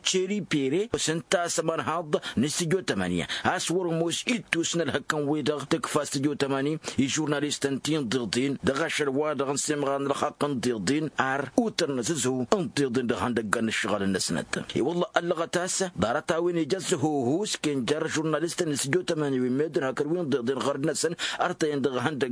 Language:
Tamasheq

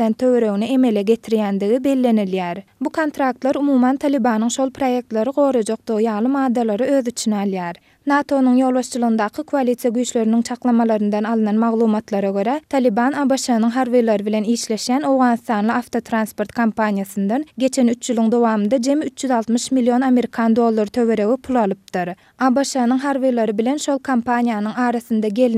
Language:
Turkmen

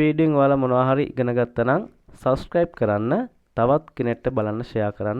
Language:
Sinhala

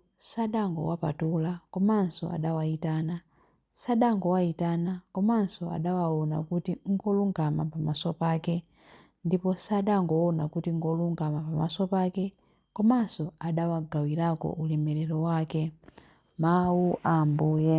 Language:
Nyanja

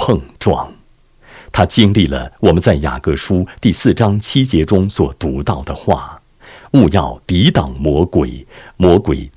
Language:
Chinese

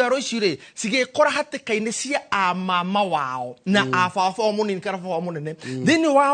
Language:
Kikuyu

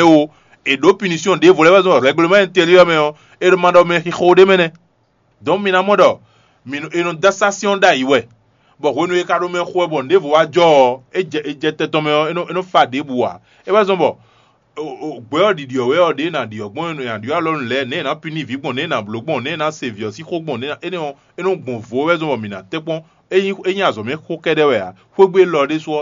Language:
Fon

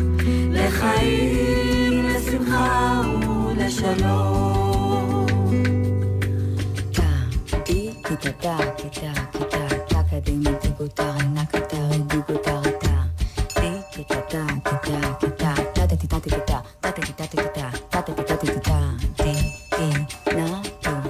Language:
Hebrew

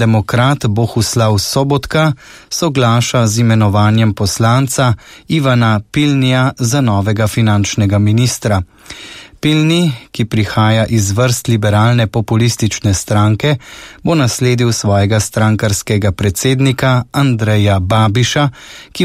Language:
Slovenian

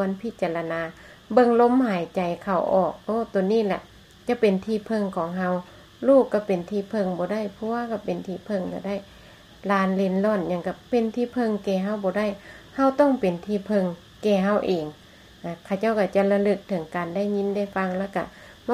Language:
Lao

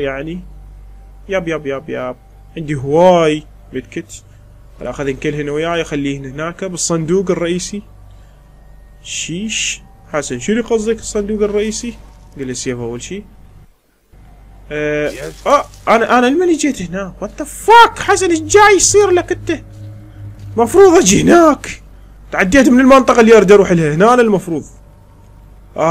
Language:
Mesopotamian Arabic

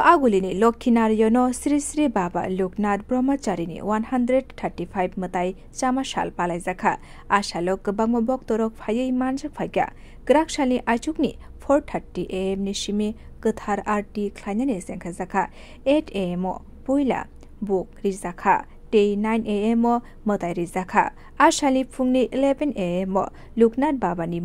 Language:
Kok Borok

